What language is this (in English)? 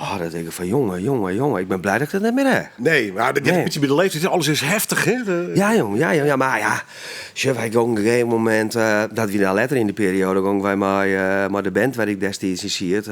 Western Frisian